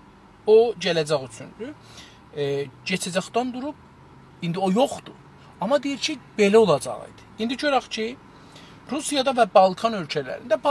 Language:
South Azerbaijani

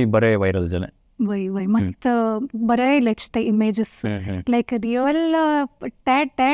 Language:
Konkani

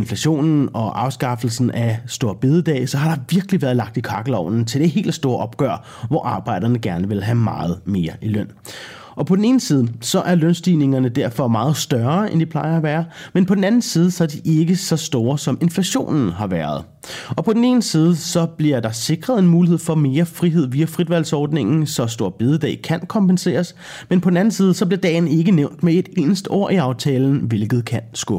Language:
Danish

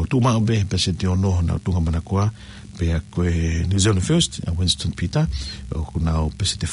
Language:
Tongan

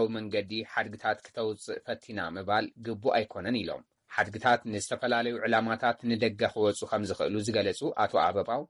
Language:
Tigrinya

